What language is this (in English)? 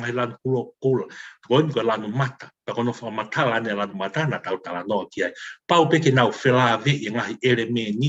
Tongan